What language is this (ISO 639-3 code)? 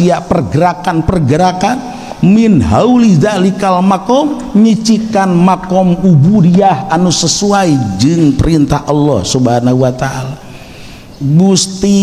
sun